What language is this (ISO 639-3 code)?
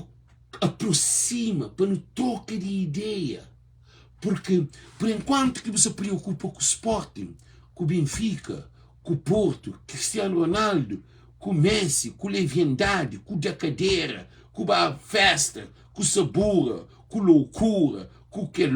kea